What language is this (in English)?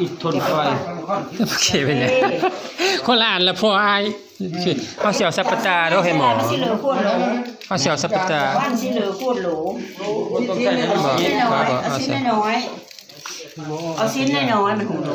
Lao